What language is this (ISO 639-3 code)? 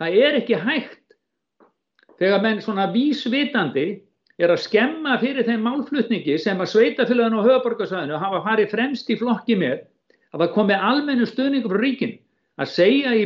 isl